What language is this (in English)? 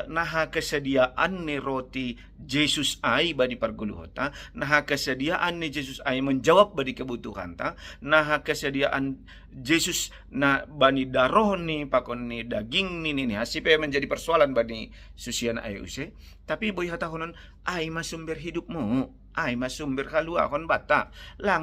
Batak Simalungun